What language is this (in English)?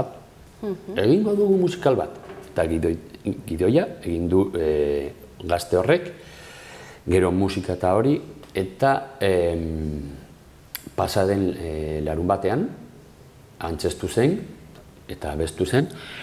Basque